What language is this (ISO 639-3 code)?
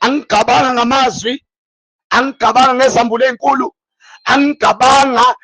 zul